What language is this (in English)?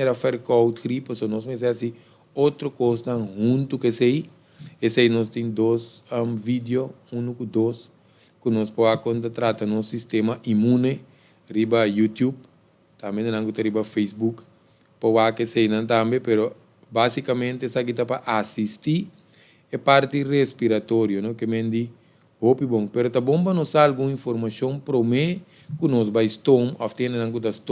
Papiamento